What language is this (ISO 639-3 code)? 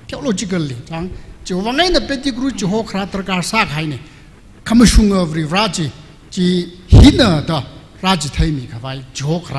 nmf